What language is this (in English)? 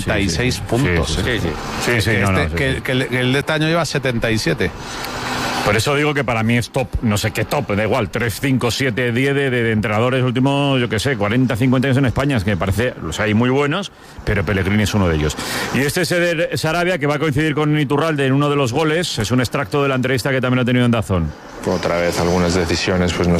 Spanish